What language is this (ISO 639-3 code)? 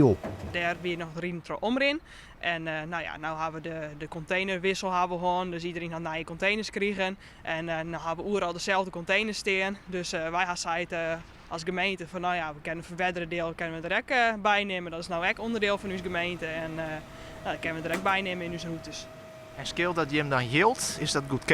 fry